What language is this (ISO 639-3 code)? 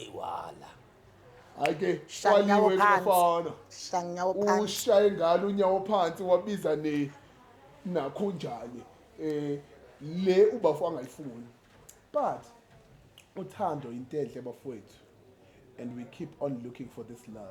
zul